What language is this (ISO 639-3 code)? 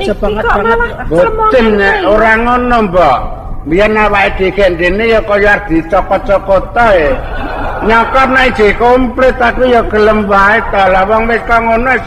jav